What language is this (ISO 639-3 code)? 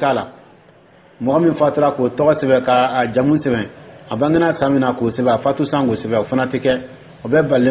dyu